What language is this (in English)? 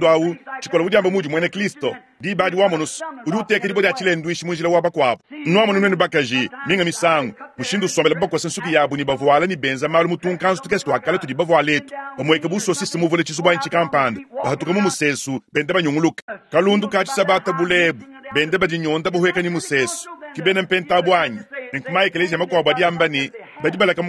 Luba-Lulua